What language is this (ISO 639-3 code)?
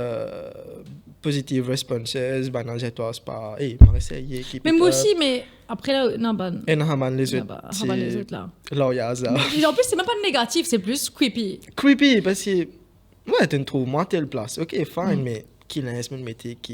mfe